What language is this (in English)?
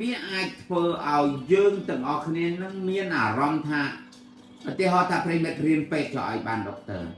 Khmer